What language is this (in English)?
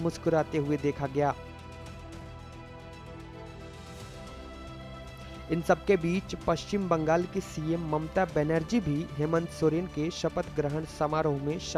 Hindi